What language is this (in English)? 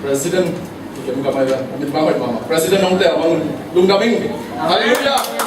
Tedim Chin